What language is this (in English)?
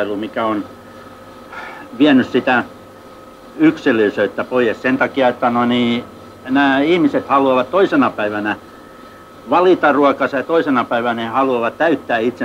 Finnish